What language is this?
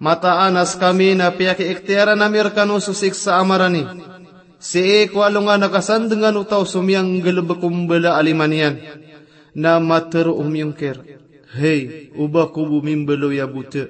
Maranao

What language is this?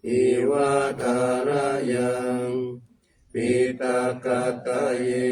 Pali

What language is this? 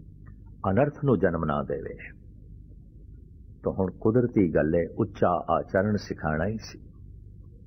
Punjabi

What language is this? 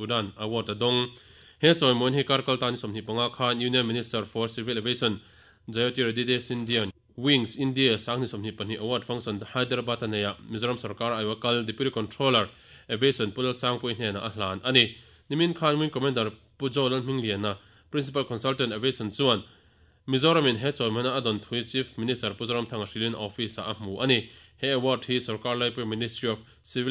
Mizo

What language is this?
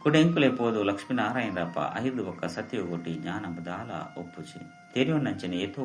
Tulu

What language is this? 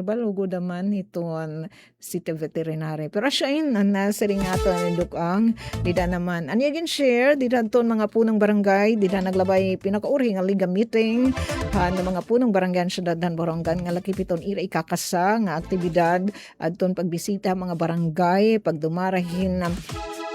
Waray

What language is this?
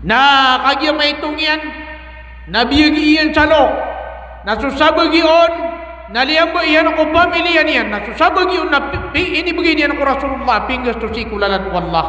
Maranao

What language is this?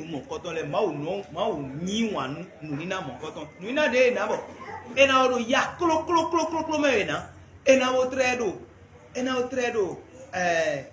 Fon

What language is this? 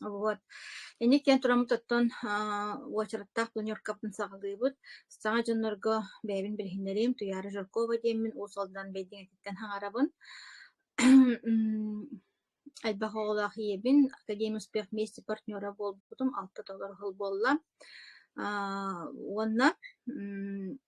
Yakut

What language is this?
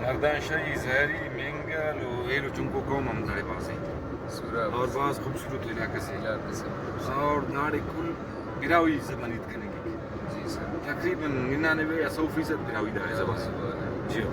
Brahui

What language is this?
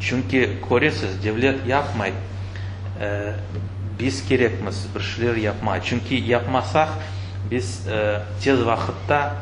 Crimean Tatar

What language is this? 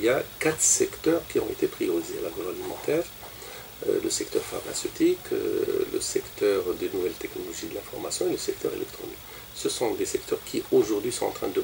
French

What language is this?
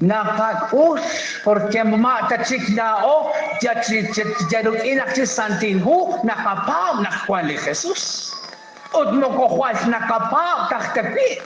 Kekchí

